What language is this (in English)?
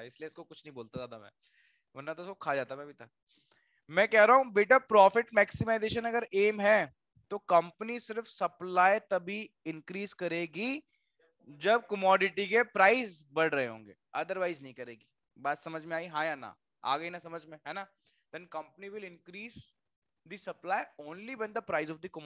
Hindi